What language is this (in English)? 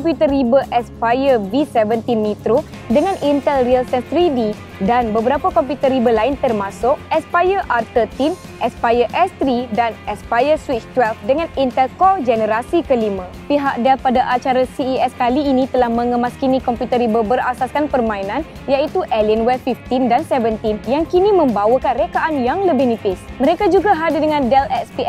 Malay